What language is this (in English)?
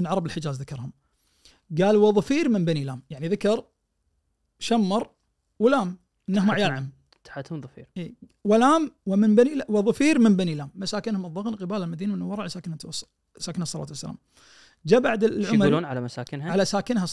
Najdi Arabic